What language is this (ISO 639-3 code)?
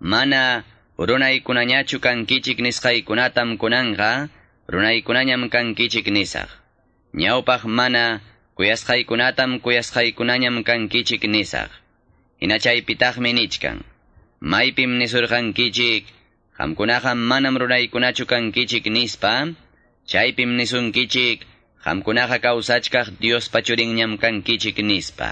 que